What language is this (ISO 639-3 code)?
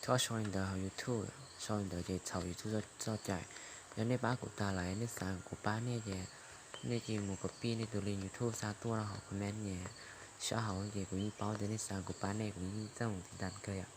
hmn